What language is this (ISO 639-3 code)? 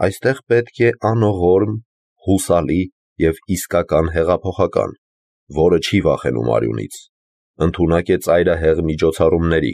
hye